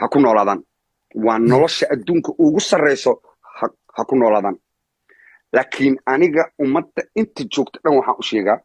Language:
Somali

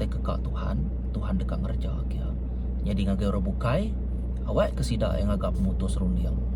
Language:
Iban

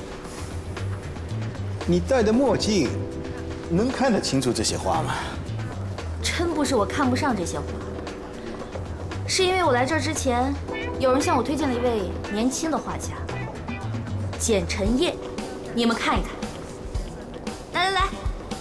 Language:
Chinese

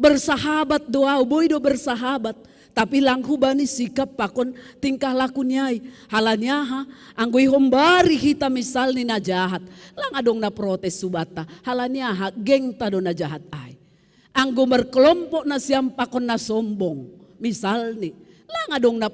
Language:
Batak Simalungun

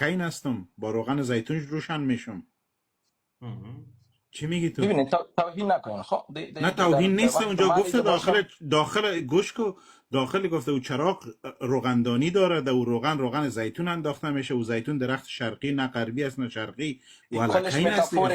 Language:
Persian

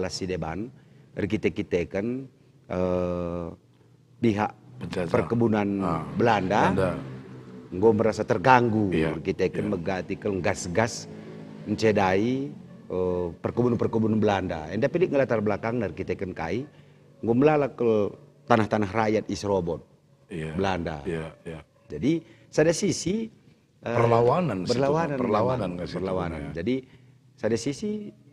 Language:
Batak Karo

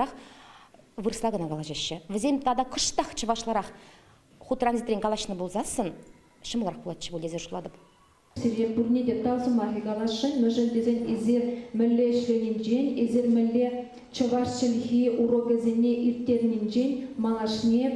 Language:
Chuvash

